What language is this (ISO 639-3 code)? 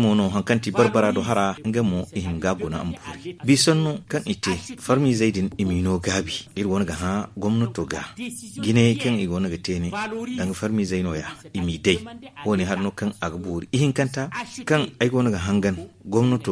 dje